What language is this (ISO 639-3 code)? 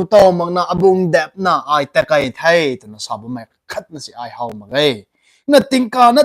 nbu